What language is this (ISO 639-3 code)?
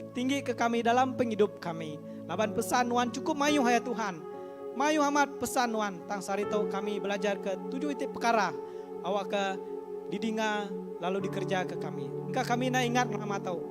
iba